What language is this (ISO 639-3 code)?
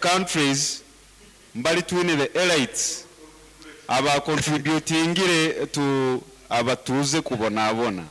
nyn